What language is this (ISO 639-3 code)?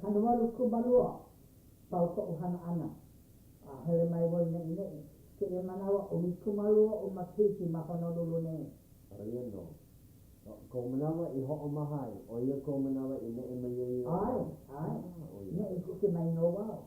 haw